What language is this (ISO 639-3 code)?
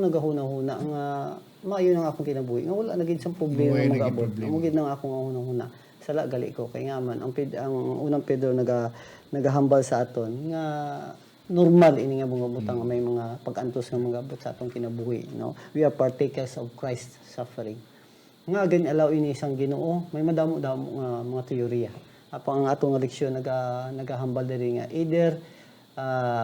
hil